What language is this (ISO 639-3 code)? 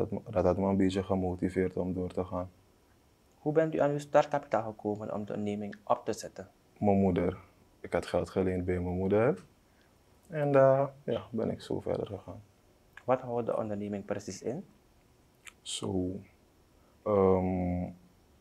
nld